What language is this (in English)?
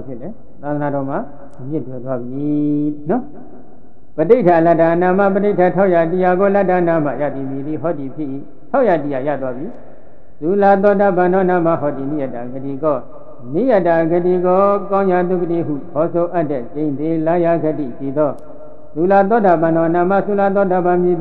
Burmese